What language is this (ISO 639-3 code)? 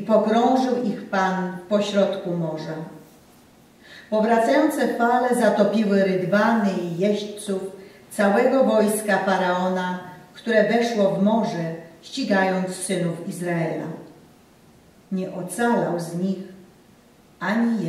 pol